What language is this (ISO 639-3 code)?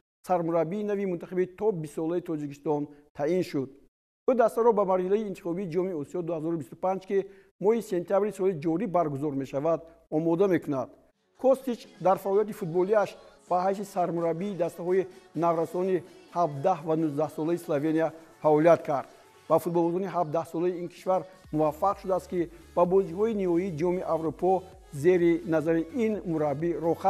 tgk